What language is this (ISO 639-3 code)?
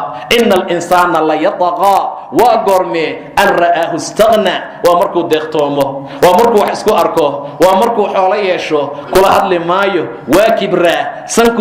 som